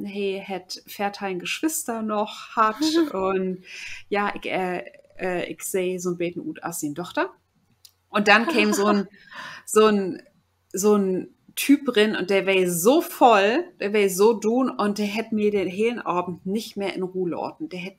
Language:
Low German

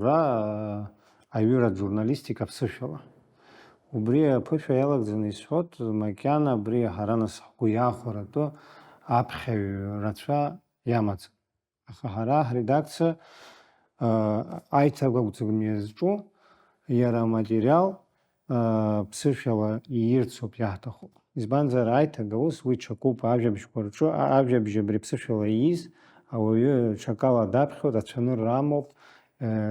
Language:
Abkhazian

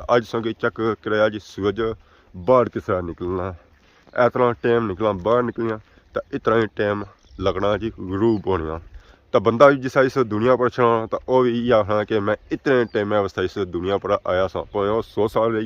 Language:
Pahari-Potwari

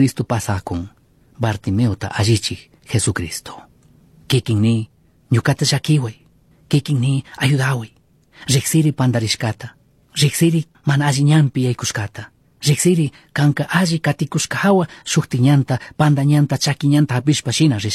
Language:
Chimborazo Highland Quichua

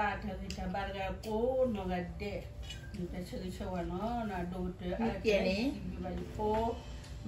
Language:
S'gaw Karen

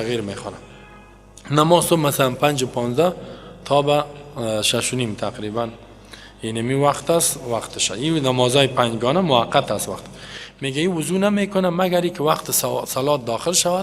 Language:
Persian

